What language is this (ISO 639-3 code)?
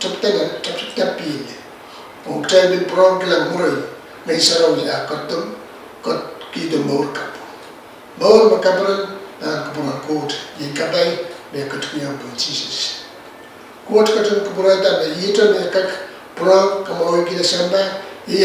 pon